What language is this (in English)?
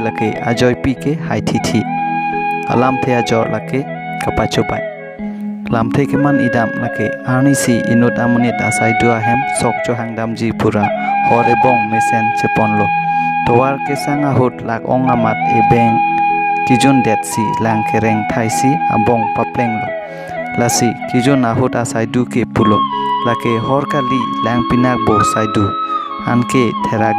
Karbi